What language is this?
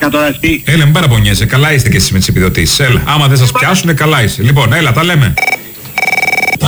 Greek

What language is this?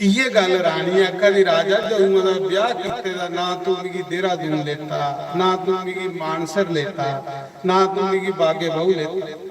Dogri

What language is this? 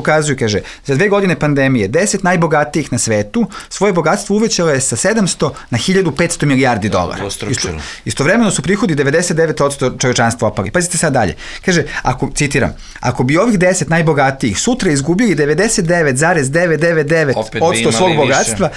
Serbian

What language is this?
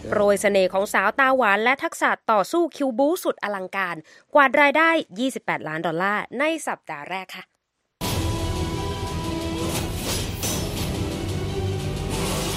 Thai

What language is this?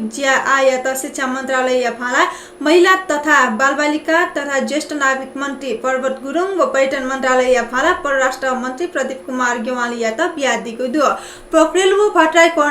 Newari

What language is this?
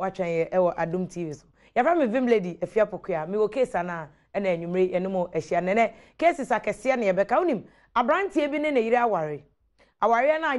Akan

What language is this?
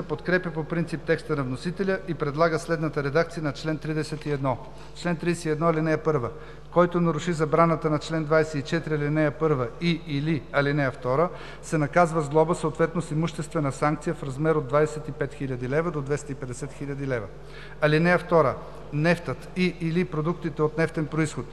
Bulgarian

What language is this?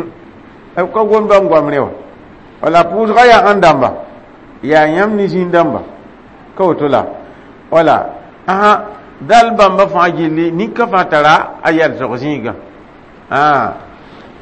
Mossi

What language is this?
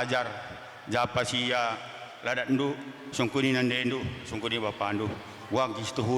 Batak Karo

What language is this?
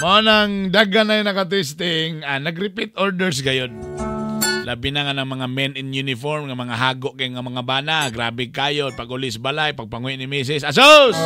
Cebuano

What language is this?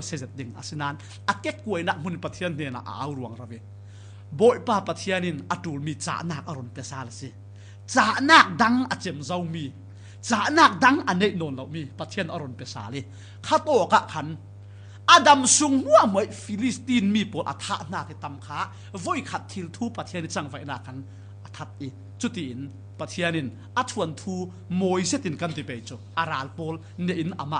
Falam Chin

